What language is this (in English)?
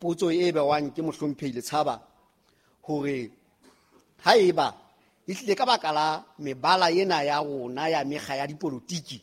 Southern Sotho